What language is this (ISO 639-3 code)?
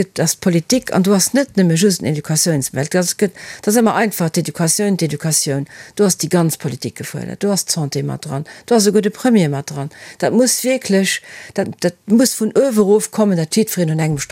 ltz